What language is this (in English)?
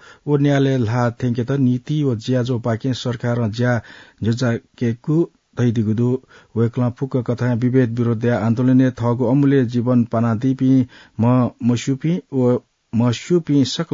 Newari